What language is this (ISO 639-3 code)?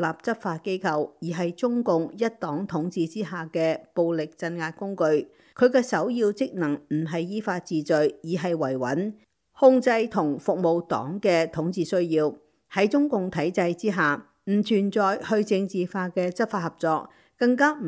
yue